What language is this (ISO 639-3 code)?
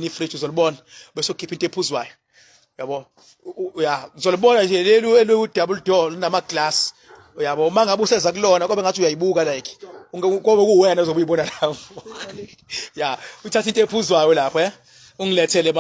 zul